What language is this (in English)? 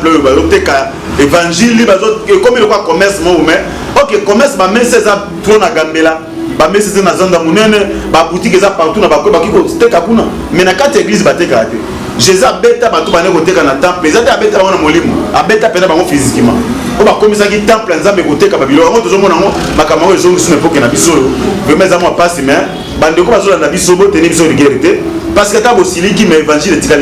Lingala